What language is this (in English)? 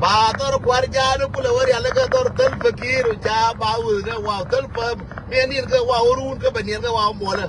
Nuer